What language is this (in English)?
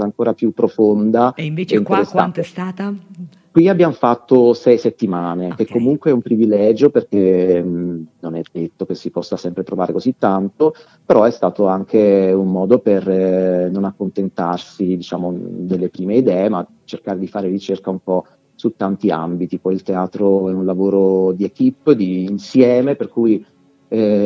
Italian